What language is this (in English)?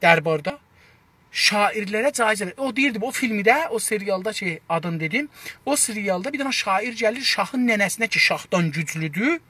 South Azerbaijani